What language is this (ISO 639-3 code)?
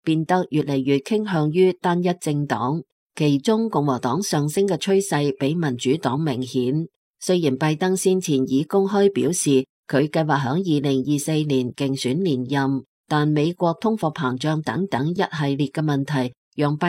yue